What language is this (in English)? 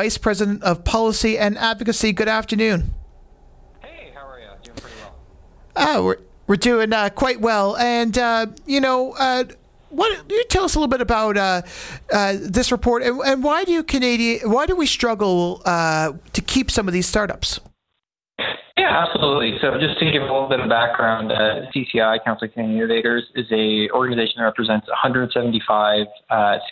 English